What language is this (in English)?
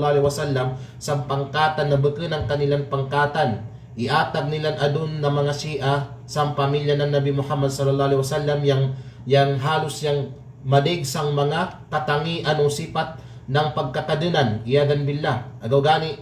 Kalagan